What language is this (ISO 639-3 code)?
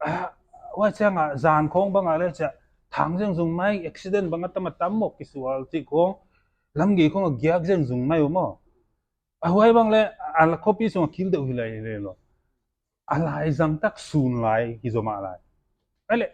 pck